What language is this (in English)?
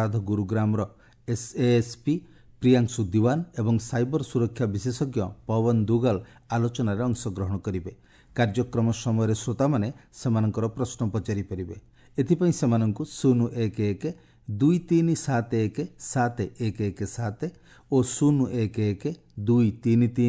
Odia